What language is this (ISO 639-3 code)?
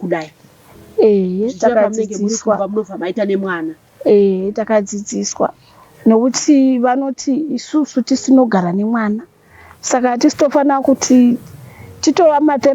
sna